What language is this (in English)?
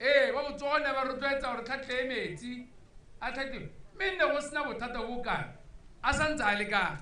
Tswana